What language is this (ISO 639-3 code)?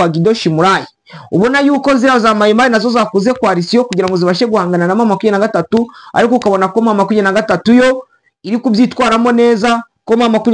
kin